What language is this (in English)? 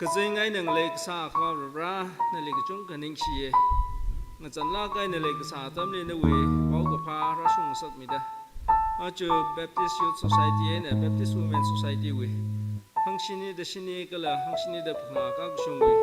Tangkhul Naga (India)